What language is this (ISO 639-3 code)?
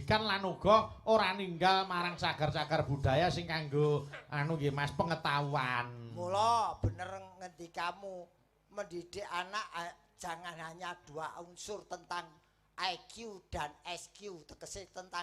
jav